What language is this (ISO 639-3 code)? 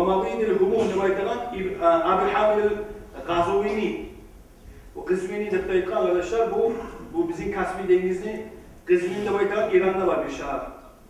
kum